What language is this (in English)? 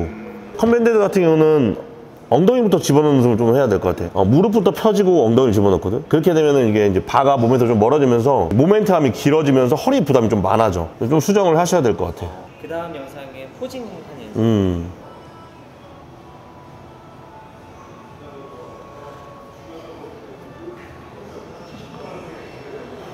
Korean